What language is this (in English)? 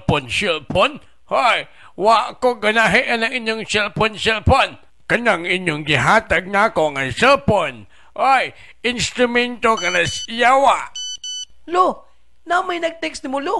Cebuano